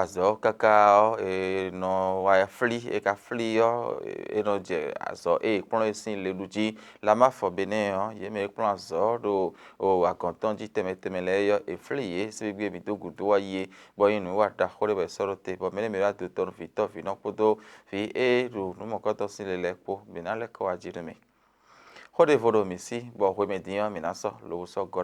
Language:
Fon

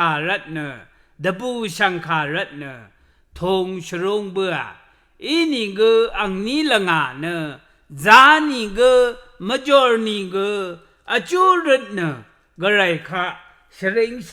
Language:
Rawang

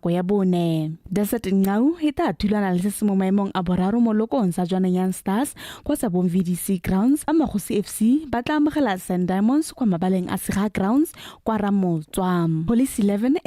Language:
Tswana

